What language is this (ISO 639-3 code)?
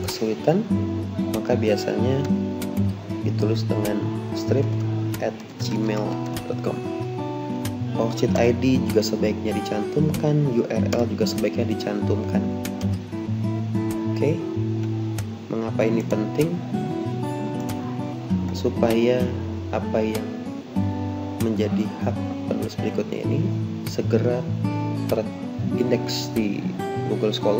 ind